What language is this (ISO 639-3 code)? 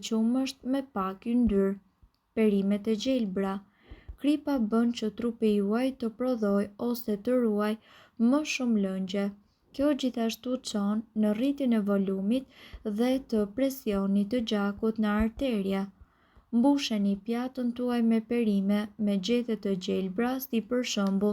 sqi